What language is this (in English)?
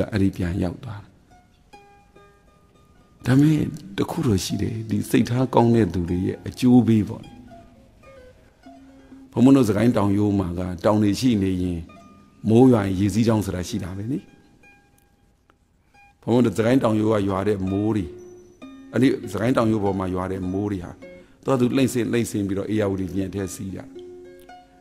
Burmese